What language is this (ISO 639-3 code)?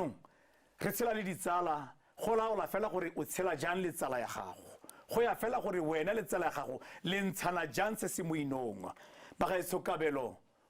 tsn